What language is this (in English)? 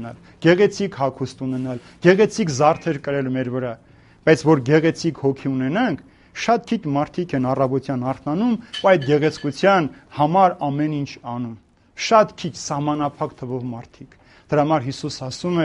Armenian